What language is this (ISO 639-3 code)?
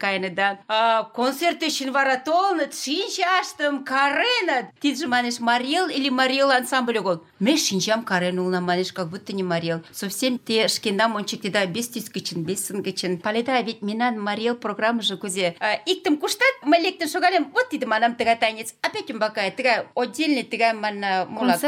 chm